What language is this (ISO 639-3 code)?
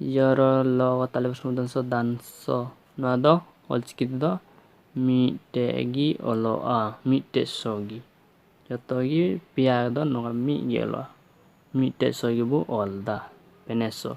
sat